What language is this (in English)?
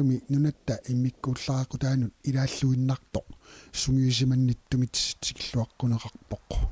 Kalaallisut